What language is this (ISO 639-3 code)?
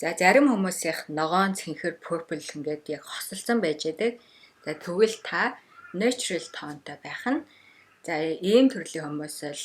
mon